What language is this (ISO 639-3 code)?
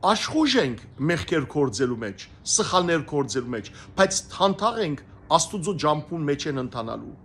hyw